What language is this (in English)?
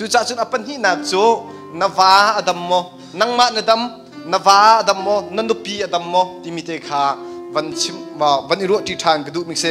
Hakha Chin